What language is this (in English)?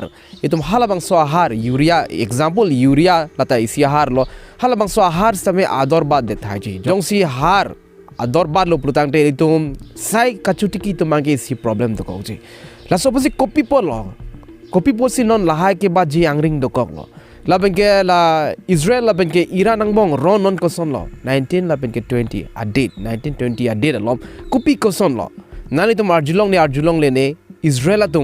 Karbi